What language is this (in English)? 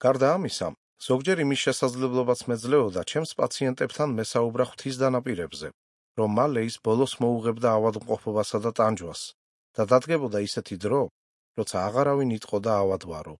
Georgian